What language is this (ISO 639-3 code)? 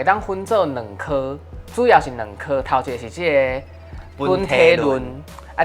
nan